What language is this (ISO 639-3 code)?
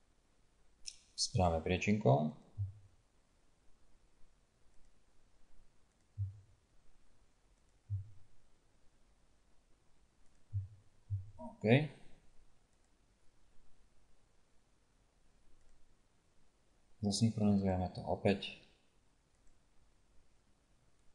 slk